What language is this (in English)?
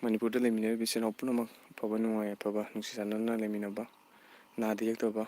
Manipuri